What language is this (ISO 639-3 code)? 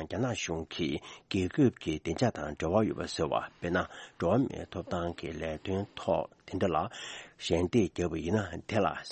bod